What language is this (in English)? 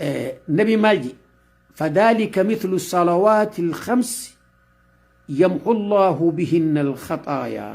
Oromo